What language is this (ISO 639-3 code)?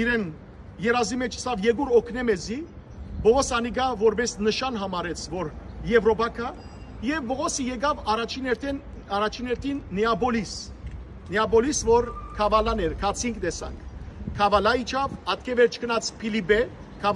hyw